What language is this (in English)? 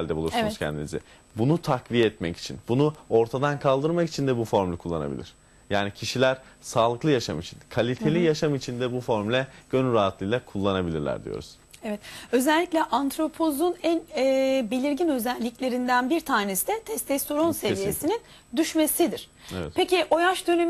Turkish